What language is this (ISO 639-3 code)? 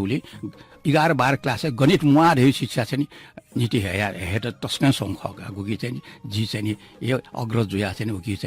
new